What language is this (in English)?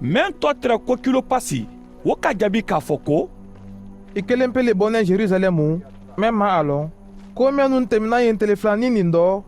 Mandingo